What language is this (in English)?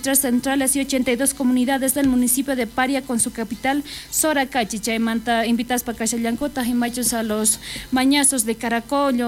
South Bolivian Quechua